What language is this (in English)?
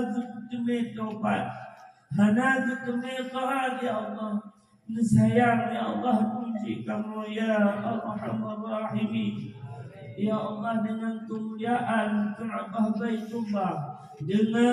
Achinese